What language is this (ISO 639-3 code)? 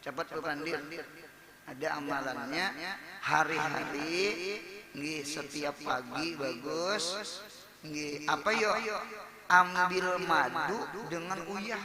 bjn